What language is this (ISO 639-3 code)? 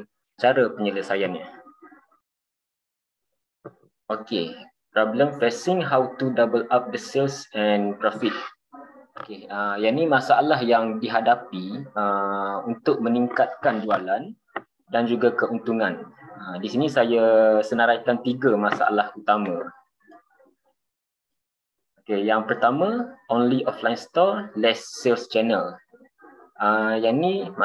msa